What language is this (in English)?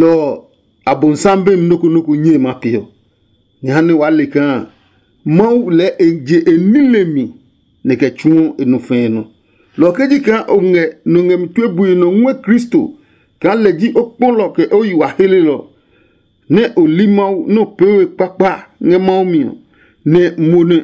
Adangme